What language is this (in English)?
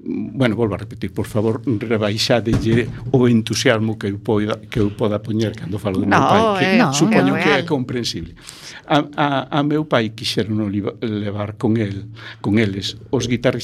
Galician